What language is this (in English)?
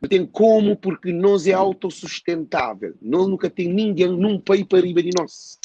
Kabuverdianu